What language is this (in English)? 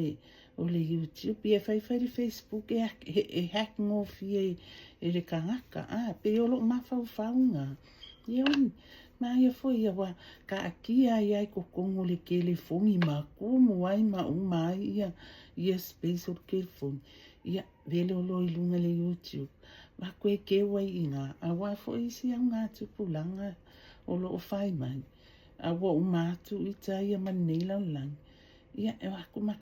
Samoan